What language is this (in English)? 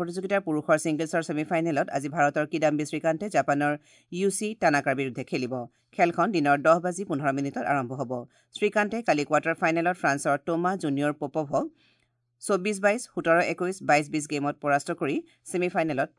Assamese